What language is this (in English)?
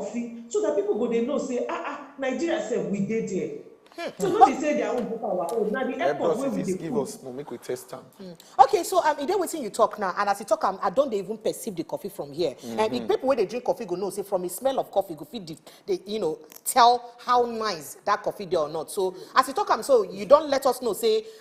Nigerian Pidgin